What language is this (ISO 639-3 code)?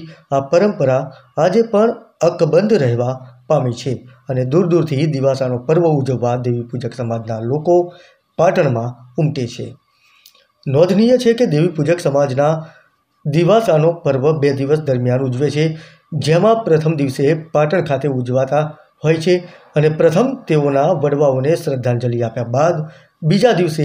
guj